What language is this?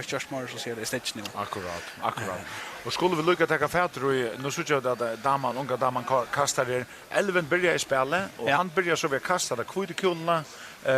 Faroese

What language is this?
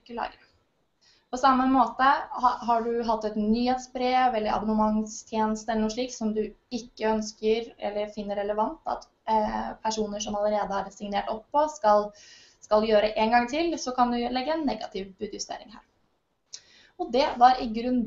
Norwegian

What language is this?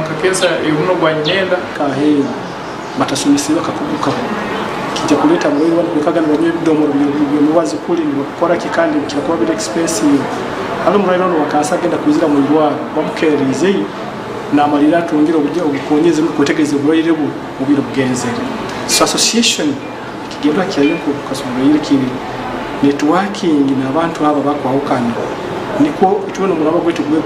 Nyankole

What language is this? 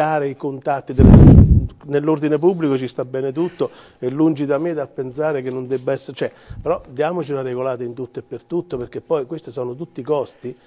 Italian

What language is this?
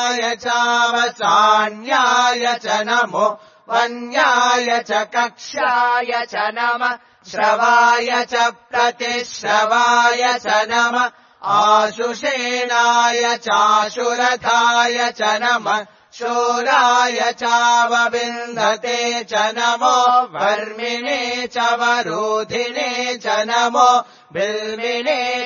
Sanskrit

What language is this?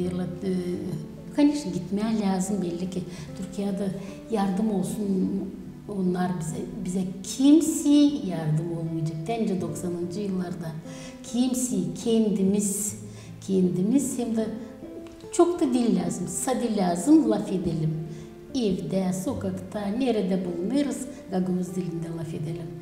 Gagauz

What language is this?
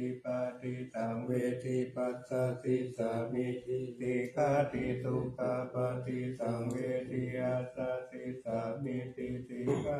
Pali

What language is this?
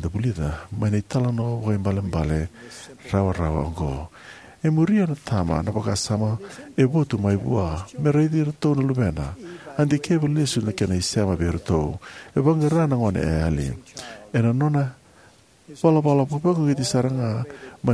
Fijian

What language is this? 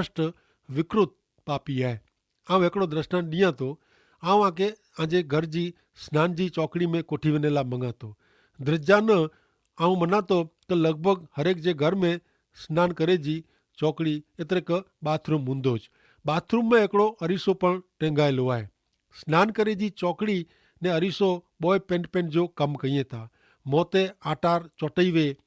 Kachhi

